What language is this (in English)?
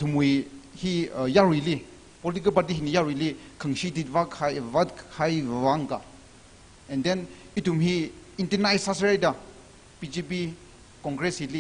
Tangkhul Naga (India)